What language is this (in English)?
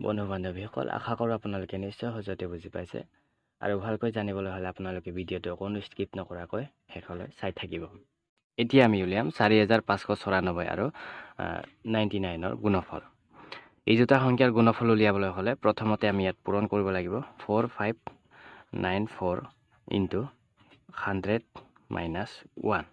Assamese